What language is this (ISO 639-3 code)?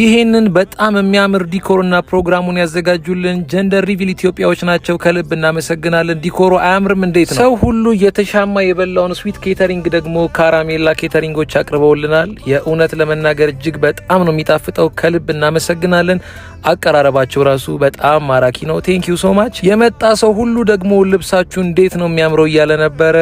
amh